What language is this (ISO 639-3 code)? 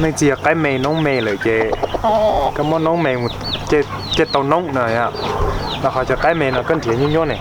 hmn